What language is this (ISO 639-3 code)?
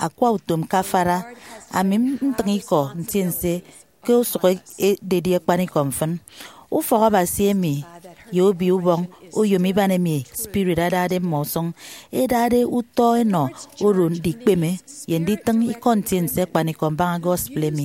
efi